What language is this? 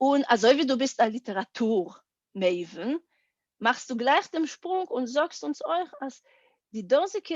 Yiddish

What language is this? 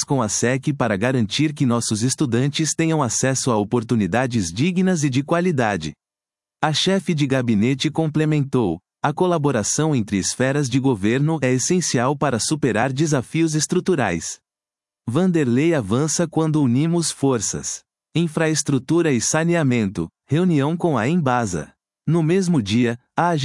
Portuguese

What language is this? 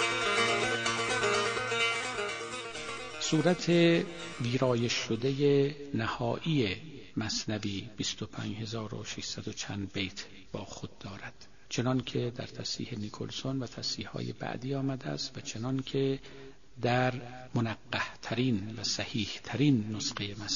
Persian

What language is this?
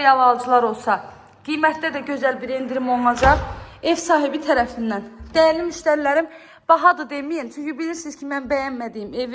Azerbaijani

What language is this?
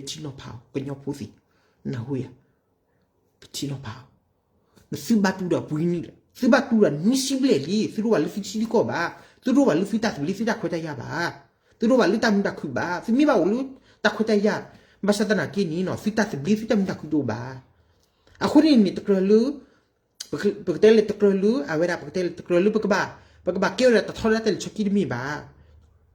S'gaw Karen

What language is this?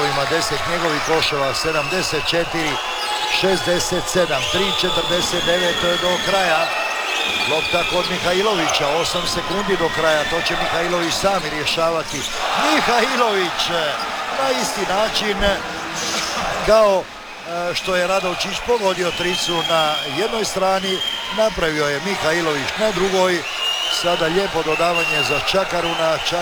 Croatian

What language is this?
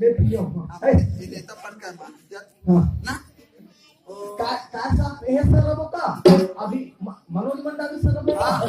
Chhattisgarhi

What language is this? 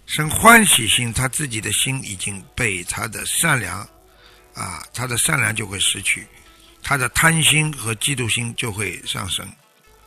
Chinese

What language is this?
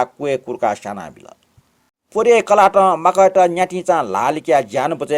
Newari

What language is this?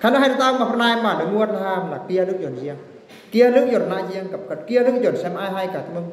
Eastern Bru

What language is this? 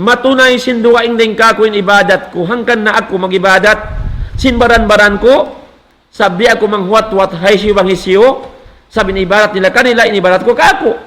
Tausug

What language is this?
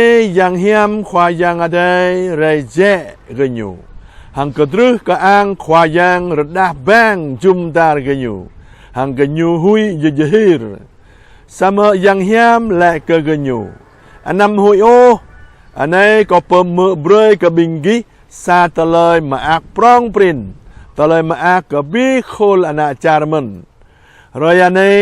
Jarai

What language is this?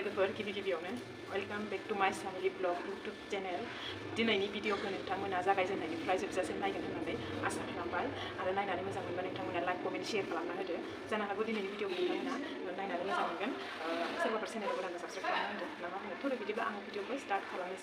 Bodo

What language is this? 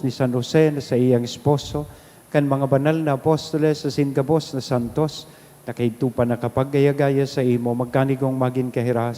Bikol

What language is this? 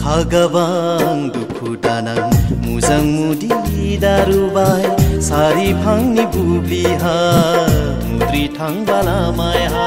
Dimasa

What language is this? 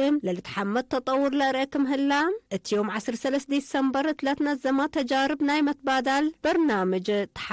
Tigre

